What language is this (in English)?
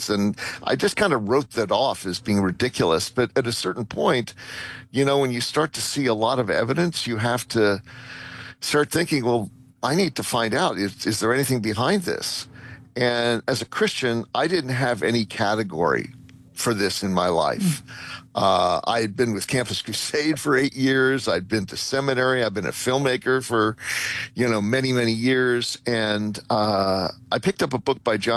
English